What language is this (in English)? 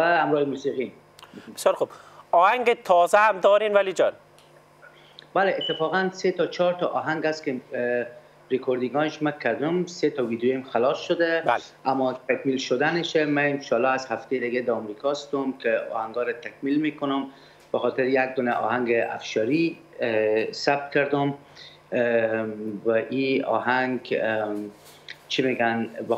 Persian